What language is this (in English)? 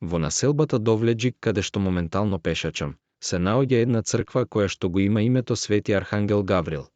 Macedonian